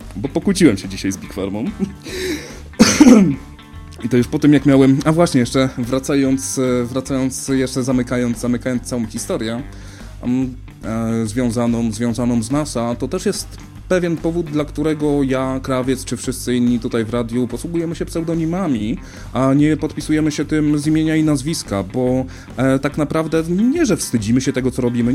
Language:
Polish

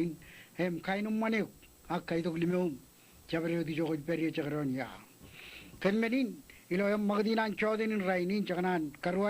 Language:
Marshallese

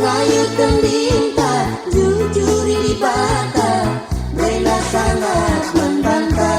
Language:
Batak Karo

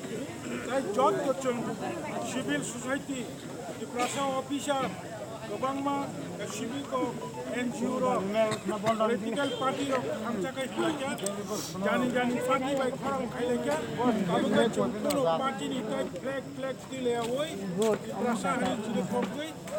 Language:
Kok Borok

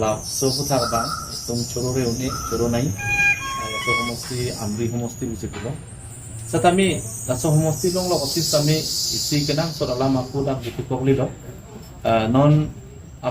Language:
Karbi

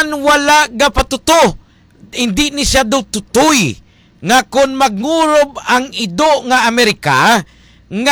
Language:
Hiligaynon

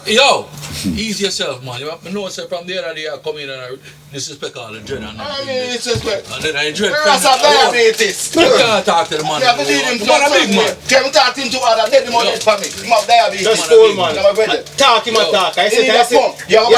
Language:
Jamaican Creole English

